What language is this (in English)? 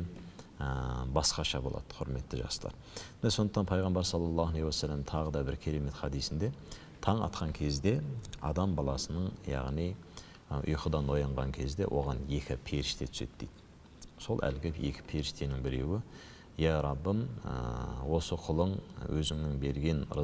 Kazakh